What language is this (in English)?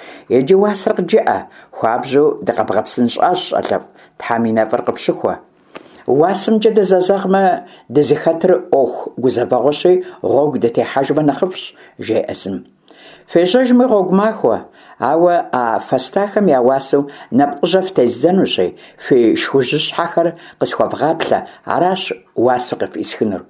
Kabardian